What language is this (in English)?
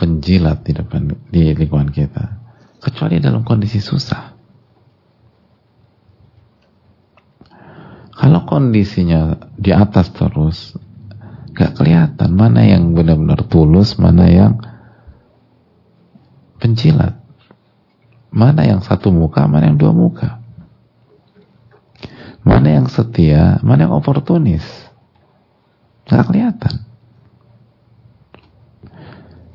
Indonesian